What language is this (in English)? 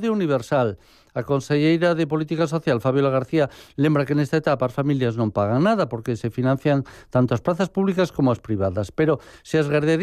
Galician